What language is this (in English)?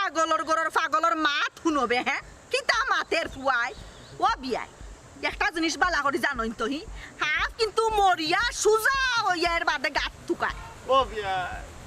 Sylheti